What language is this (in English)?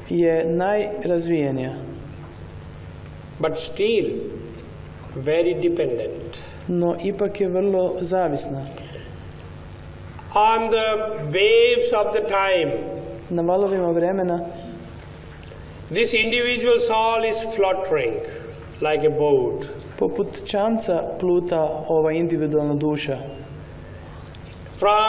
Croatian